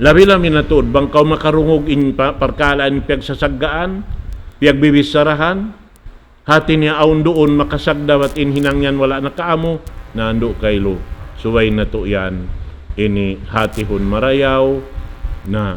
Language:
Tausug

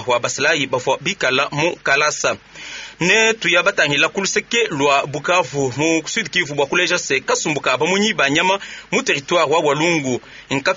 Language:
Luba-Lulua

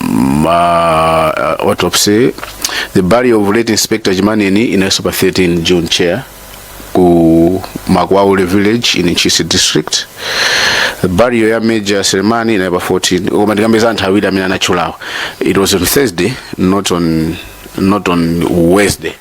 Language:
Nyanja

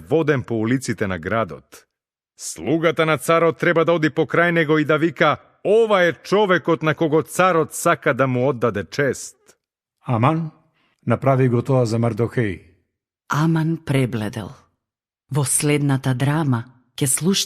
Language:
Macedonian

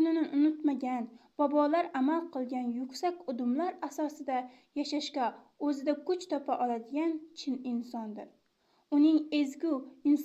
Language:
Uzbek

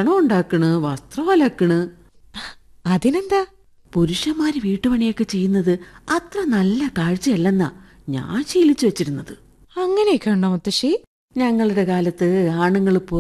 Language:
Malayalam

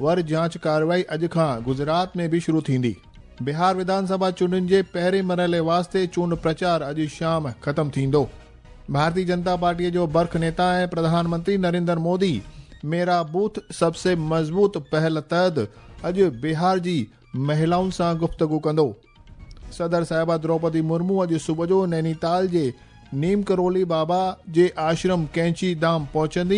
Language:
Sindhi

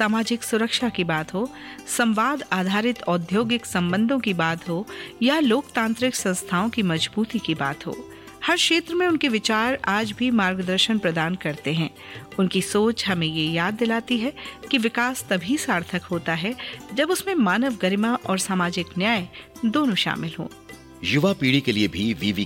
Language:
Hindi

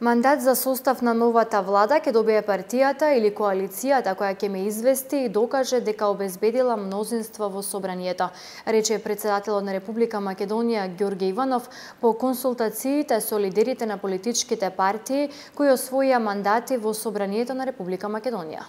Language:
Macedonian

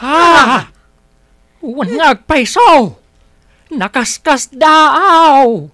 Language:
Iloko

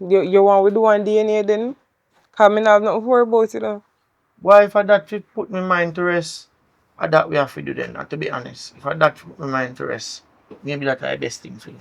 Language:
Jamaican Creole English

